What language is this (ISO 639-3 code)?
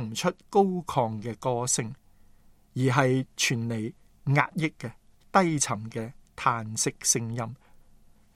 yue